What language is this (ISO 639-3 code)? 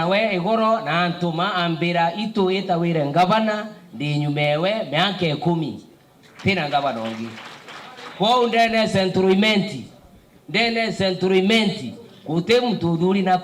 mer